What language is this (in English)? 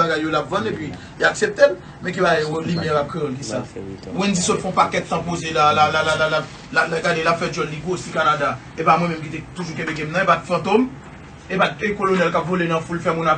Haitian Creole